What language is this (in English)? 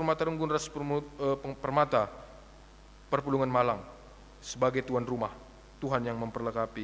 Batak Karo